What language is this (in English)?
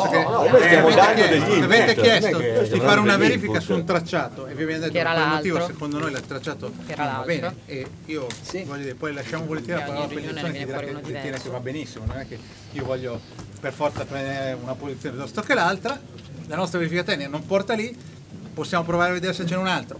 Italian